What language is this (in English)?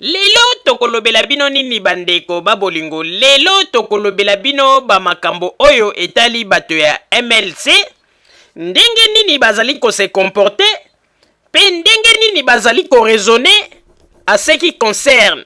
Lingala